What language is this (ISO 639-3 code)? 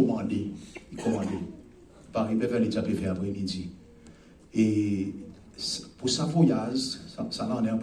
crs